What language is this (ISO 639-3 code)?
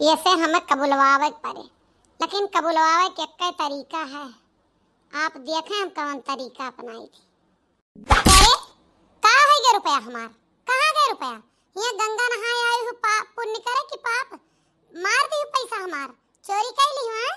awa